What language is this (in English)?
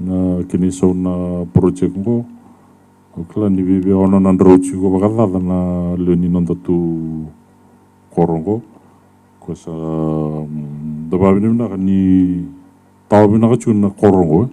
Fijian